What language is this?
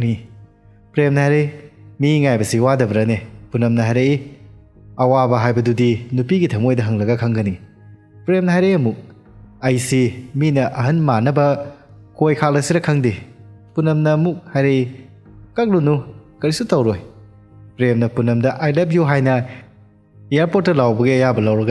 Manipuri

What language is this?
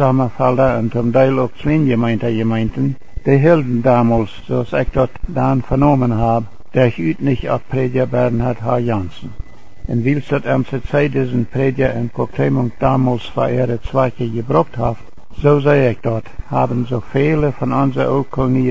Plautdietsch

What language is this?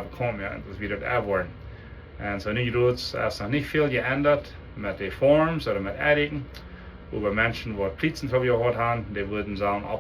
Plautdietsch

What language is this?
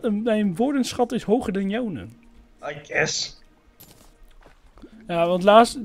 Dutch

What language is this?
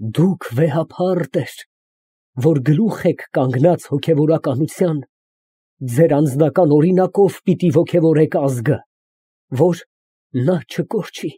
Armenian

